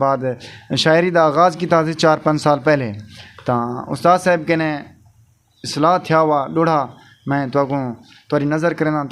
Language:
Saraiki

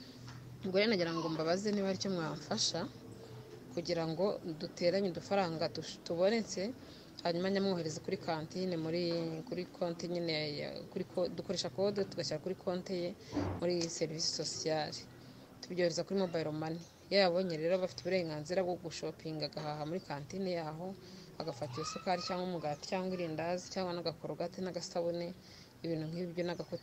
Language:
Kinyarwanda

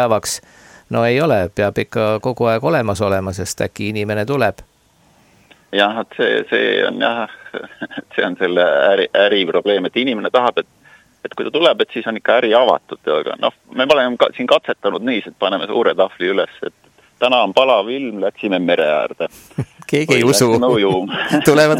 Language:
Estonian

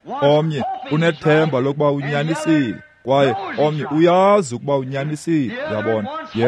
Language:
Xhosa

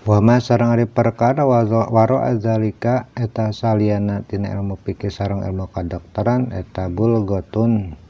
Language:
Sundanese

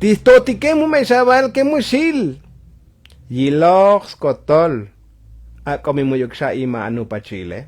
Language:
Tzotzil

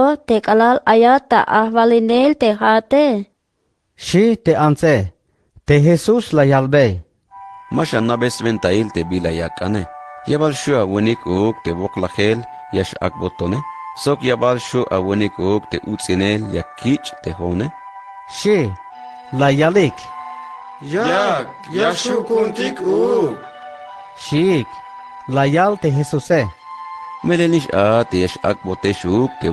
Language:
Tzeltal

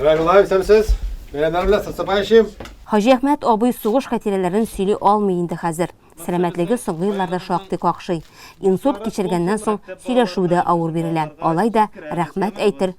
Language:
Tatar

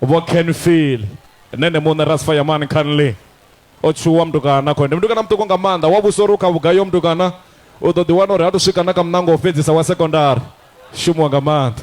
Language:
Venda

